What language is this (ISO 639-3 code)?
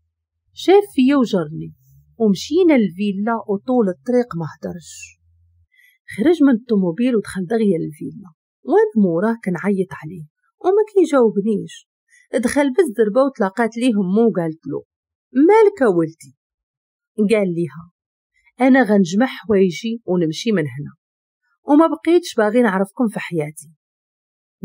ary